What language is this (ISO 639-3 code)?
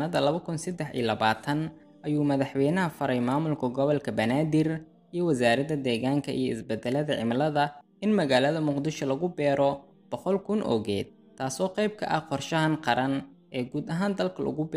som